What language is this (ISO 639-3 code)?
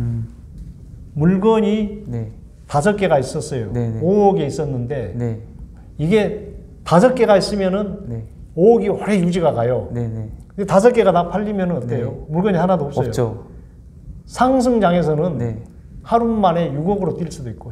kor